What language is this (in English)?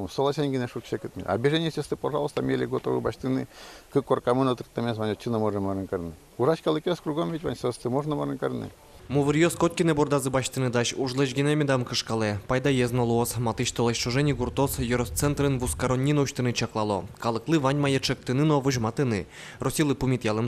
Udmurt